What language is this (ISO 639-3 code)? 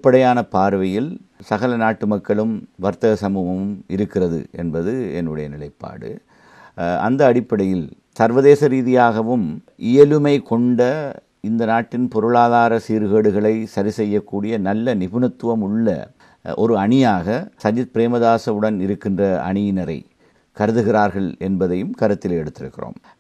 tam